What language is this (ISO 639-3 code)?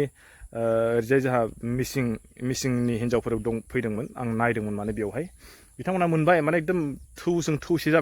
brx